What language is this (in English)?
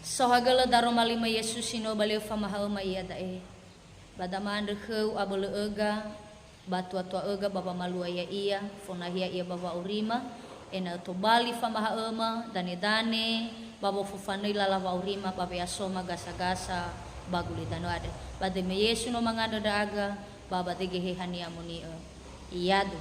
Nias